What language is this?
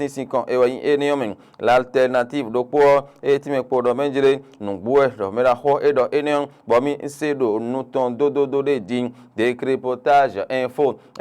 Fon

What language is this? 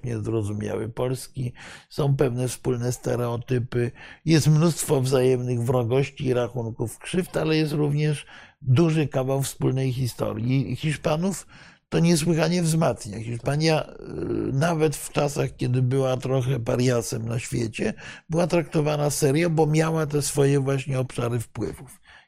Polish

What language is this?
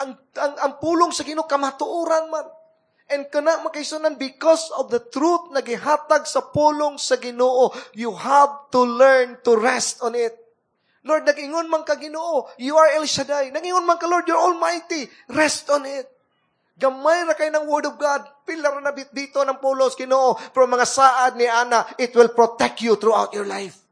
Cebuano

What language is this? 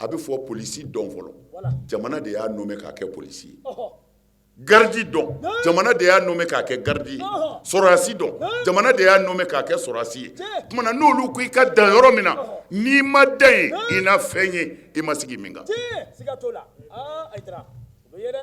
Bambara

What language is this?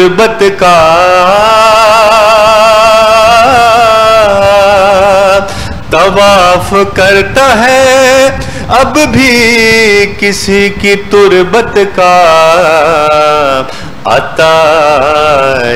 Urdu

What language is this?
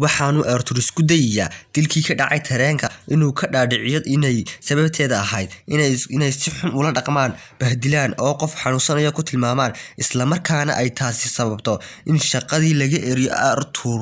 Somali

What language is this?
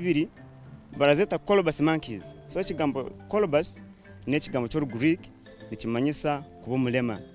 Nyankole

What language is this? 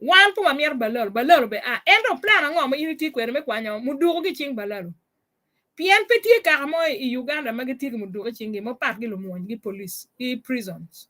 Acoli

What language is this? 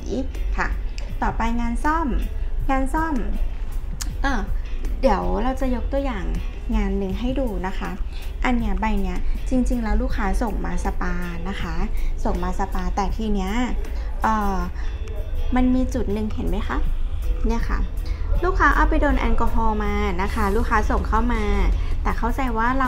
Thai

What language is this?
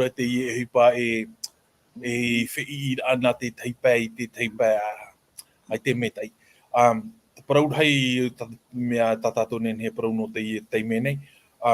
Tahitian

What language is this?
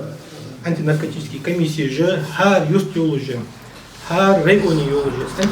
Ingush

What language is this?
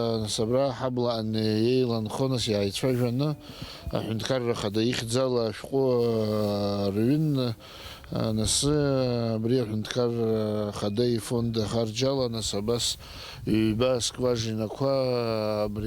Abkhazian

